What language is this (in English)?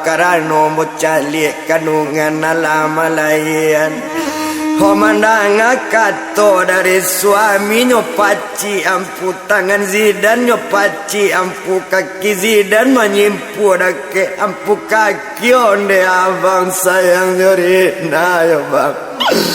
Minangkabau